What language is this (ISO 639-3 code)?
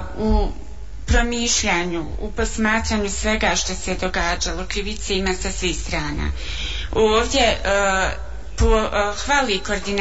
bos